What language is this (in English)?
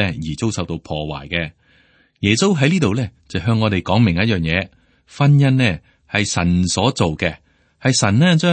Cantonese